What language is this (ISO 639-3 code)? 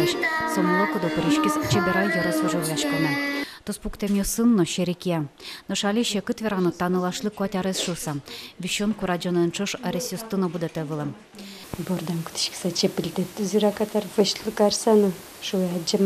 udm